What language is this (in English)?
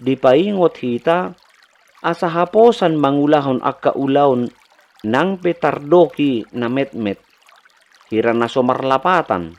Batak Toba